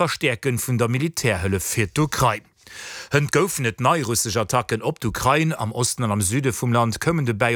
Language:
Luxembourgish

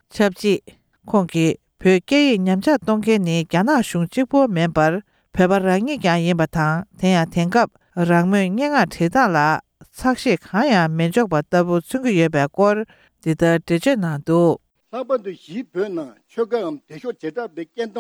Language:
Tibetan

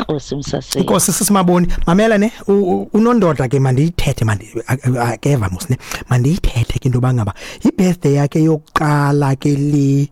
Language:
Xhosa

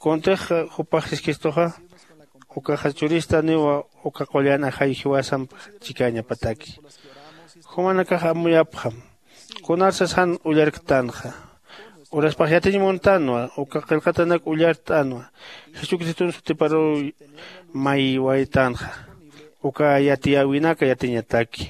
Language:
Aymara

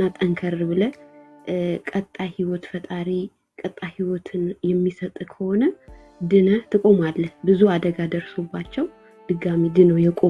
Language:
Amharic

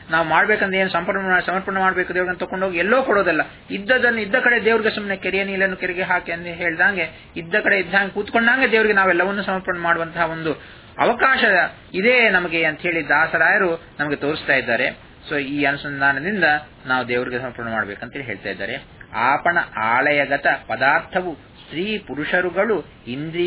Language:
Kannada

